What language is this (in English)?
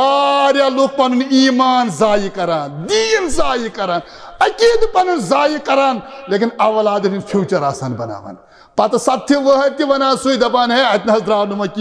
Kashmiri